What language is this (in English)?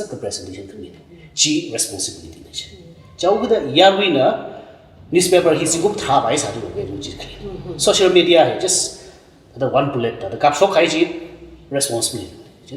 Tangkhul Naga (India)